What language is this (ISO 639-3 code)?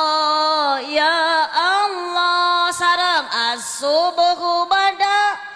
sun